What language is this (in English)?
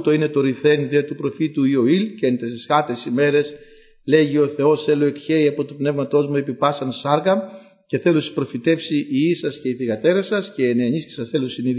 Greek